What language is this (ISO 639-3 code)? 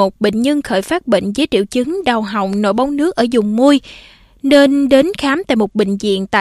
vie